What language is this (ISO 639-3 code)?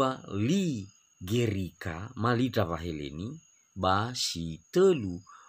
nia